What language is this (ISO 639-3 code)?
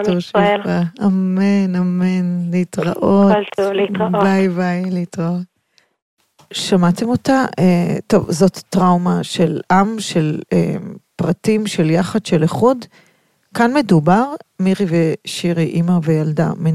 heb